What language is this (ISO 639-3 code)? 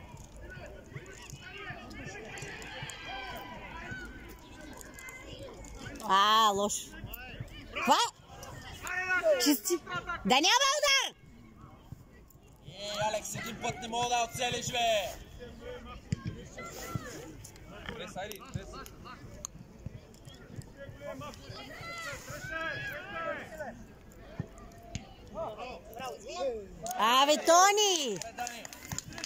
bul